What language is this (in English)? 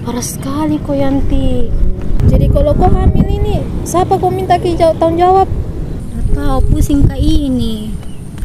Makassar Malay